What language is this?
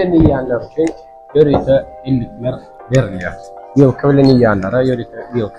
Turkmen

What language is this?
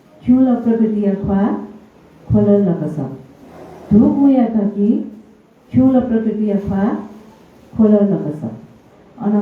Newari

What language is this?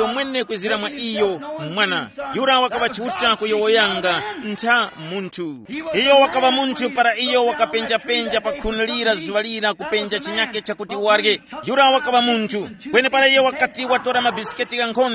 Tumbuka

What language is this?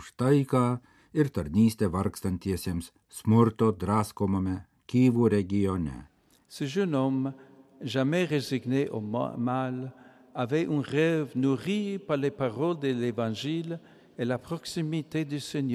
Lithuanian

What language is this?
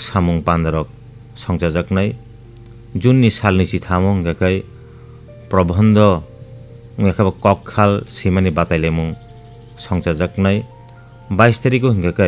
Kok Borok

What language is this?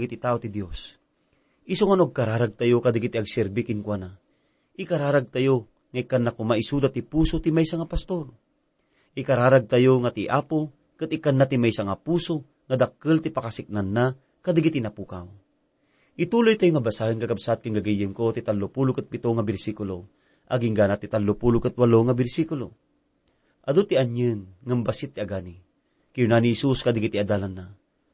Iloko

